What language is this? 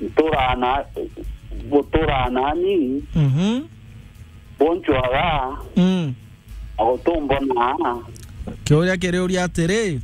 Meru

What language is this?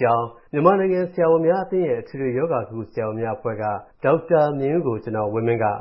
Burmese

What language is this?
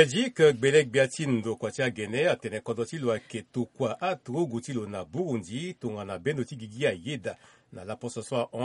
Sango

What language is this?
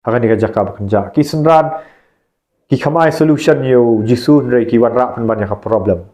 Khasi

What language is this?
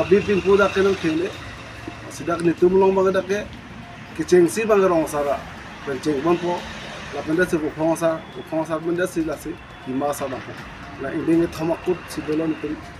Karbi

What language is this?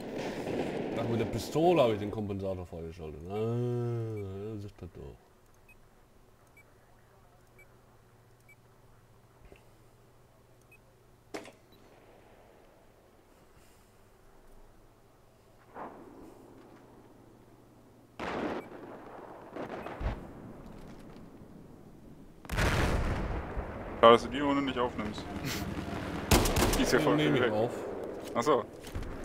German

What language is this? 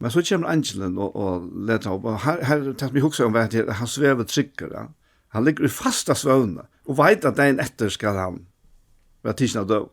Faroese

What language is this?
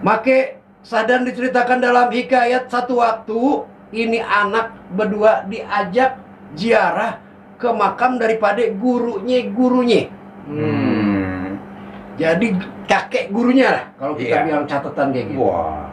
Betawi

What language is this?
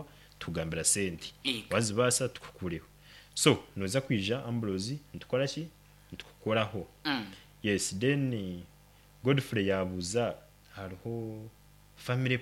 Nyankole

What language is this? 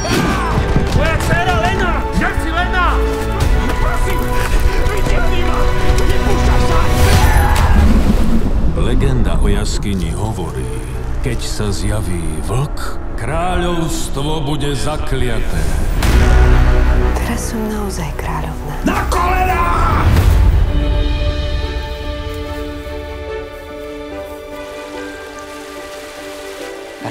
Slovak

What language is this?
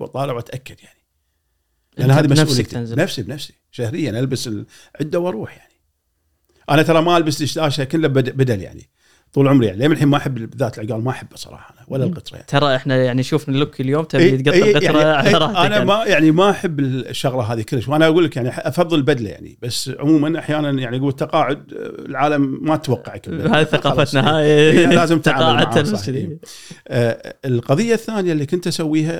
Gulf Arabic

